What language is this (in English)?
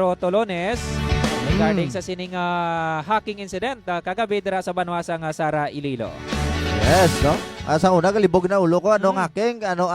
Hiligaynon